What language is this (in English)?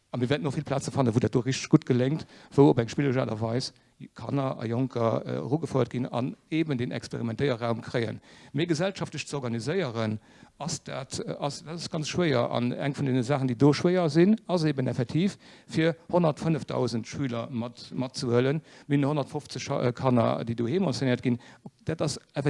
Luxembourgish